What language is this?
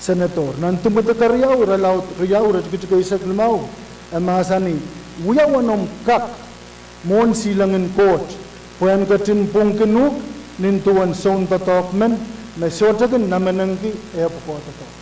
Pohnpeian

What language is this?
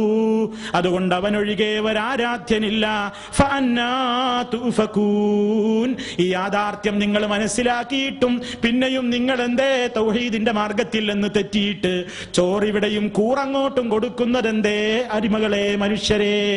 Malayalam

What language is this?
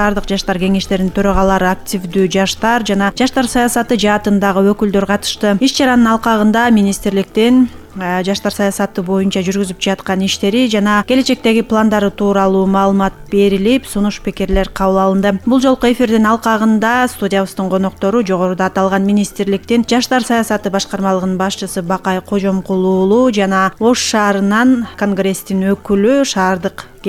Kyrgyz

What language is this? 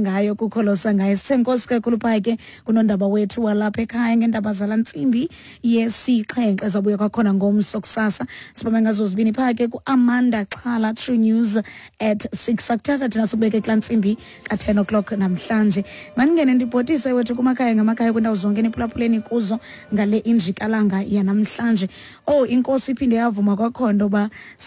Xhosa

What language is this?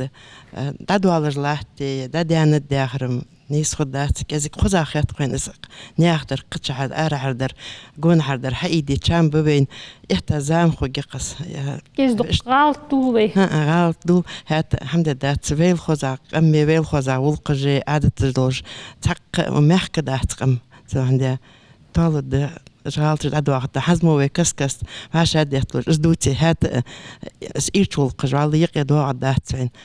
Ingush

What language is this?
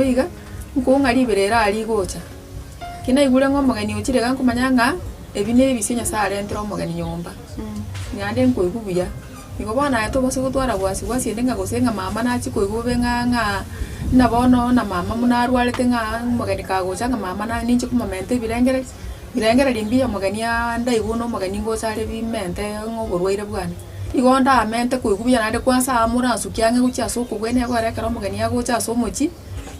Gusii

